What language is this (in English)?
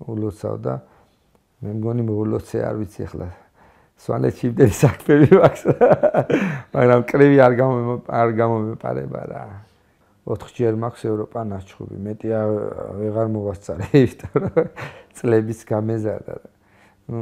Georgian